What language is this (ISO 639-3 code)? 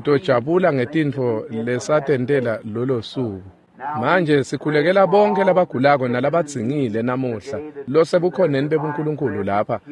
ssw